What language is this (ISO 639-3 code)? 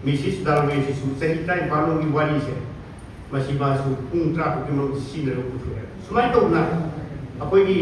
mni